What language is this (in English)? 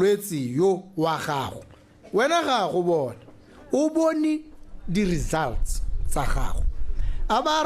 Tswana